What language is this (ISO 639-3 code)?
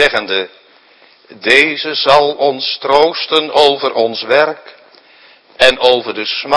nld